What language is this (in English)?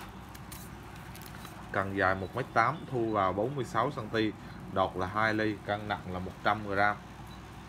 Vietnamese